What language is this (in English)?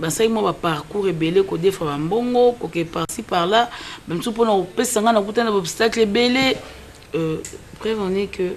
Lingala